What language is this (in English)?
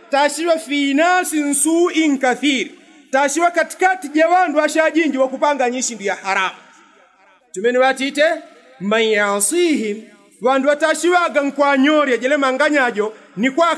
Yao